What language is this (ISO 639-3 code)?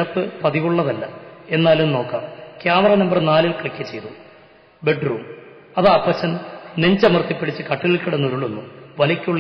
mal